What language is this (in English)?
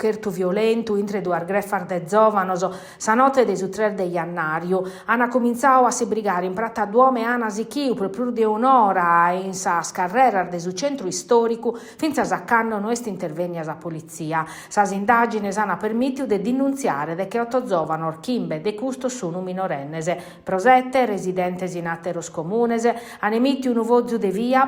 Sardinian